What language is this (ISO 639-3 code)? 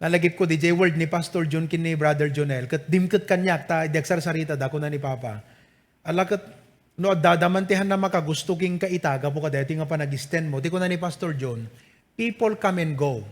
ilo